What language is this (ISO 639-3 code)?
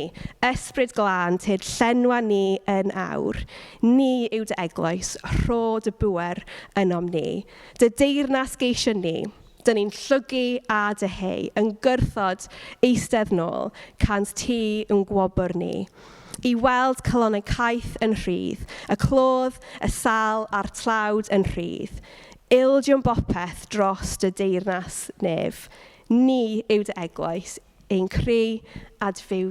cym